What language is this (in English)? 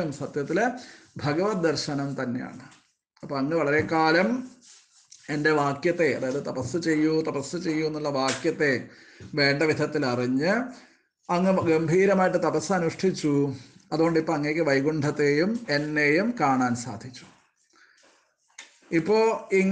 Malayalam